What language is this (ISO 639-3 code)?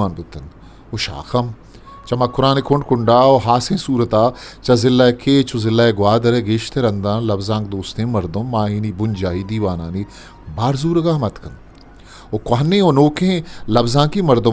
bgp